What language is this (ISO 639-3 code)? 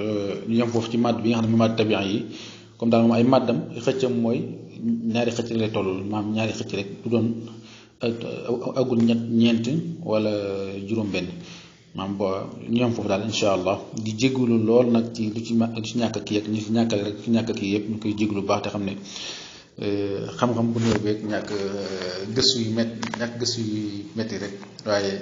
wol